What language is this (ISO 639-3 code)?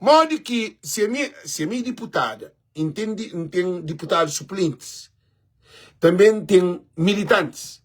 kea